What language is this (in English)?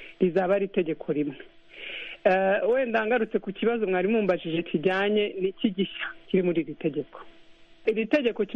Kinyarwanda